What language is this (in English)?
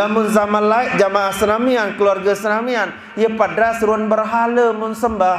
Sasak